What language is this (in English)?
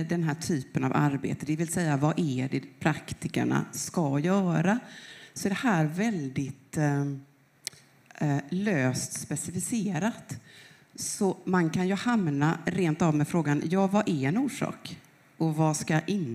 Swedish